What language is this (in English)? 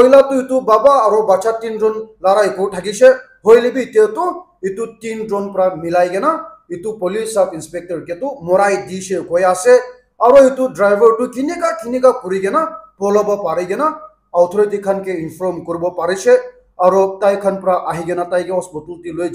Naga Pidgin